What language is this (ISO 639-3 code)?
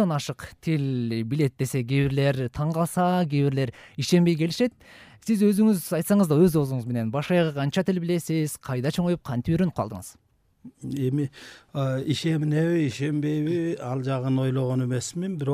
kir